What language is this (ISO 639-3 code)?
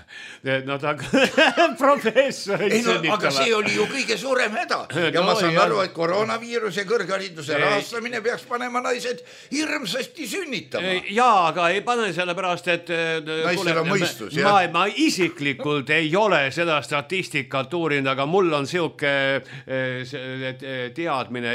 est